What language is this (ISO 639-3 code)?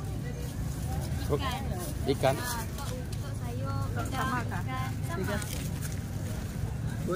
msa